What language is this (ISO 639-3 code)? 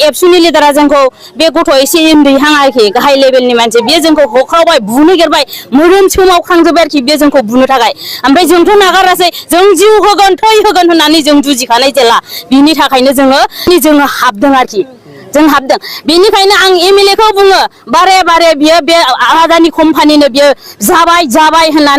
brx